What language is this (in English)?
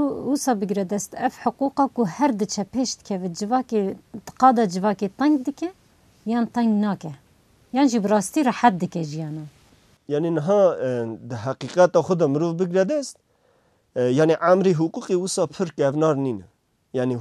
Kurdish